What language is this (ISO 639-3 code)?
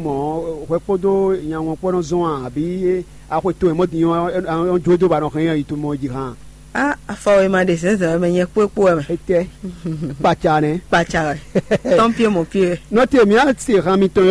fon